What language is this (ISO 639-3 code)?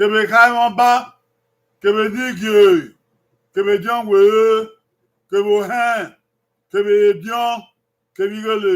bin